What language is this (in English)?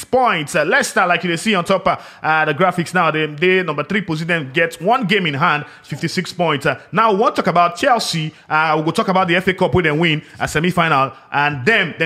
Nigerian Pidgin